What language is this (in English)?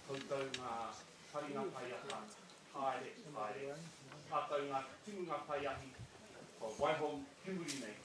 Māori